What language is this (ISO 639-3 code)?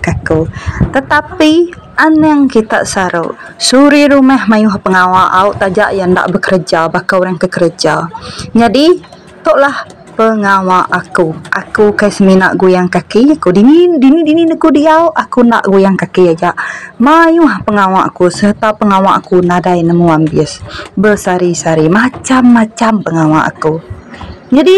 iba